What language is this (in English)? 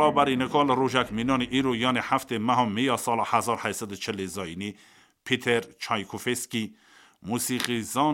Kurdish